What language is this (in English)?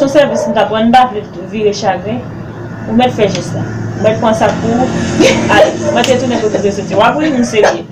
Haitian Creole